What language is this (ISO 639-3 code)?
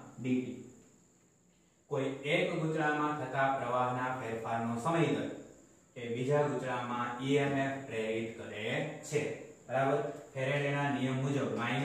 guj